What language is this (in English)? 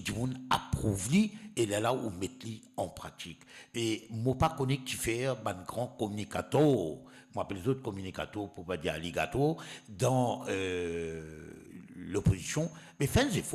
Morisyen